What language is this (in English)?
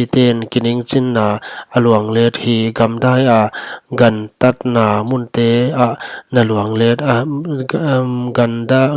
Paite Chin